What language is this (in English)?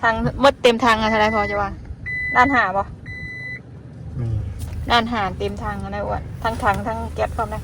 Northeastern Thai